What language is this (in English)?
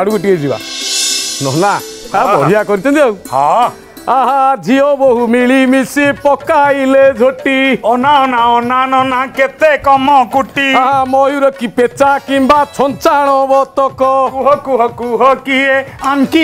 Odia